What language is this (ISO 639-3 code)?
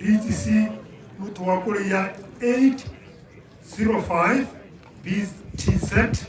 tsn